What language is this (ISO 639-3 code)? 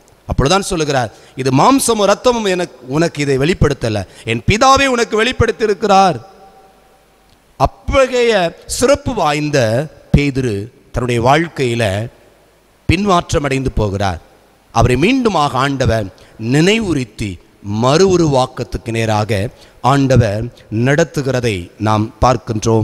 tam